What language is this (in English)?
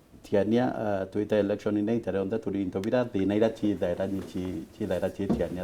Meru